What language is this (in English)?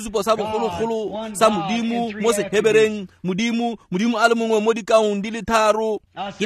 Tswana